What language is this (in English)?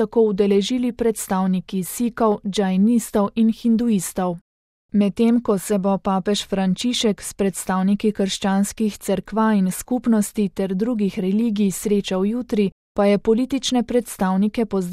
Slovenian